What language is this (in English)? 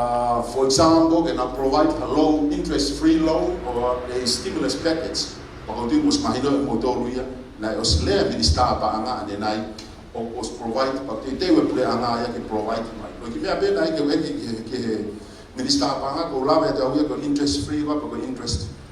Tongan